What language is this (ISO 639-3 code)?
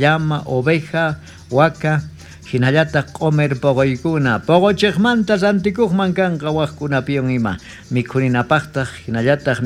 quh